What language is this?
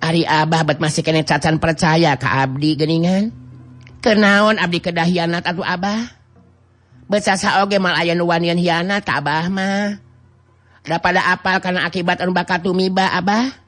Sundanese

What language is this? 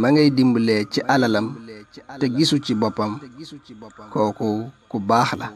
Wolof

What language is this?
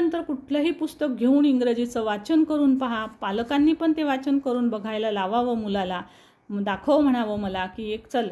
Marathi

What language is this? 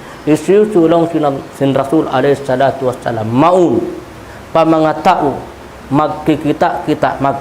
Tausug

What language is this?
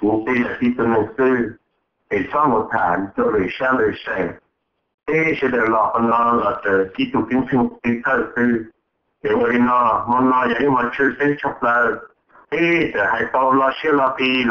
Hmong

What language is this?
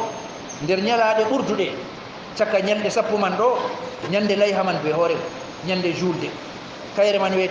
Fula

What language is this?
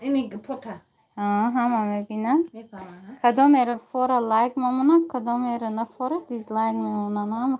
Tajik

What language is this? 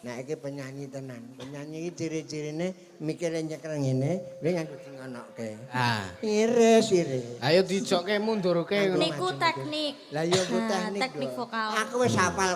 Javanese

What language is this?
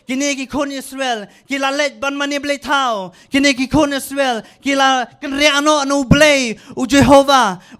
Khasi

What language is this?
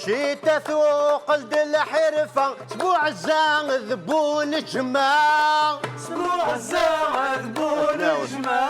Kabyle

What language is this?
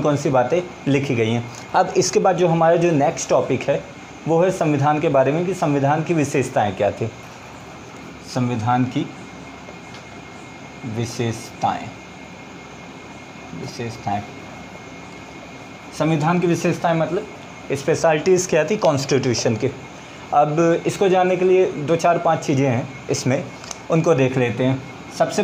Hindi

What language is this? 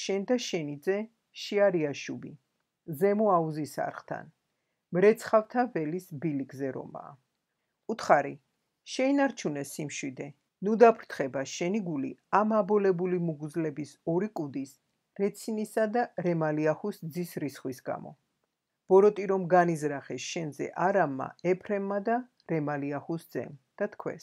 Georgian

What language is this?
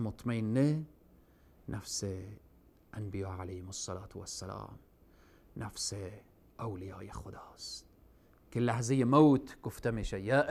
Persian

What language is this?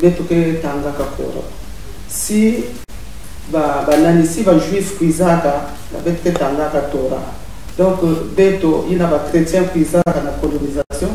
Kituba (Congo)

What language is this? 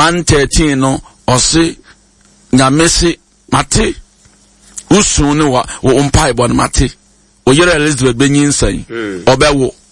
Akan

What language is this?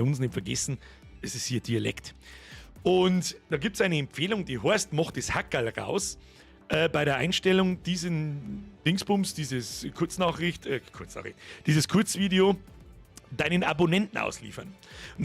Bavarian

